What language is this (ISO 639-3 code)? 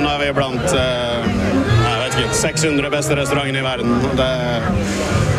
nor